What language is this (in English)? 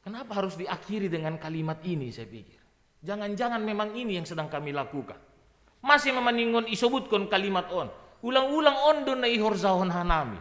Batak Simalungun